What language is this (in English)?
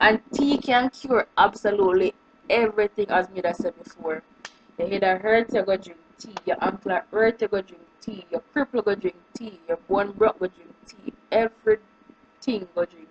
Jamaican Creole English